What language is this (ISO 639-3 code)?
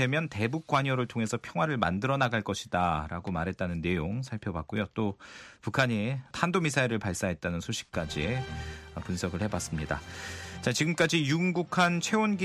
kor